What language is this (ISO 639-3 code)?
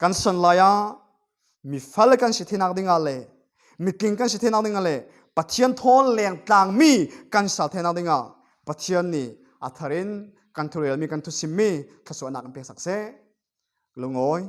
cfm